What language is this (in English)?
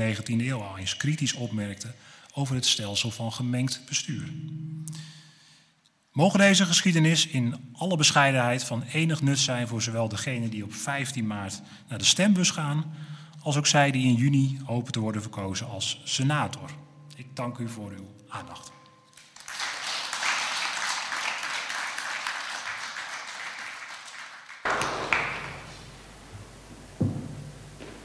Dutch